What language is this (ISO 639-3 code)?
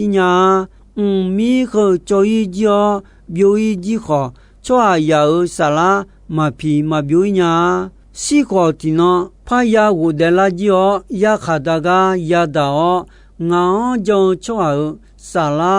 ahk